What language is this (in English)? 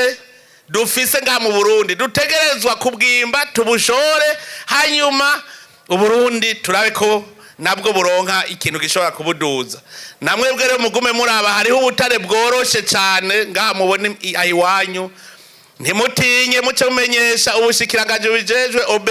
Rundi